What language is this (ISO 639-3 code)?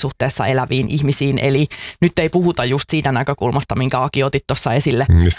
fin